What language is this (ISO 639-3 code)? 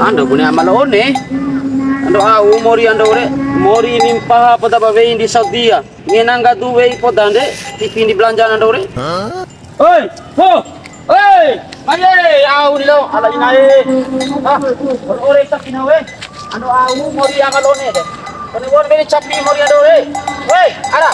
bhp